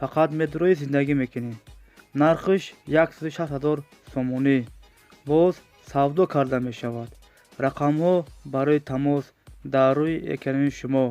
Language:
Tajik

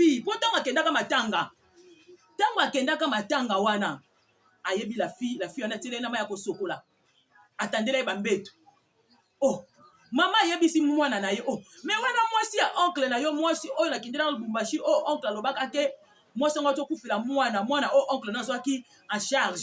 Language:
Lingala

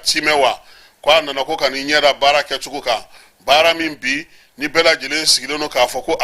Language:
Bambara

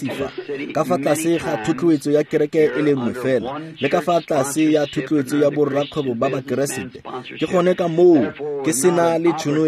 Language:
Tswana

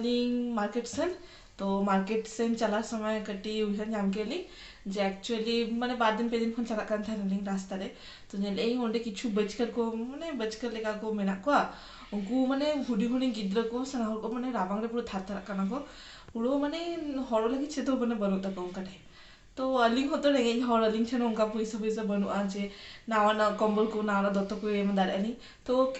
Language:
Santali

